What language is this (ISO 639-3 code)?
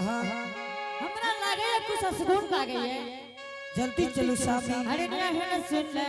anp